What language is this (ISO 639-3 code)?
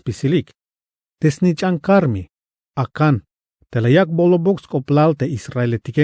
tzh